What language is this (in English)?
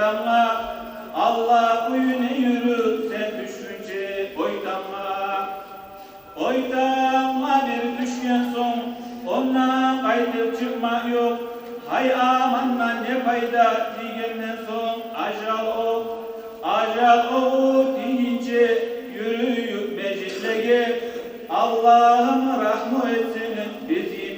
Kumyk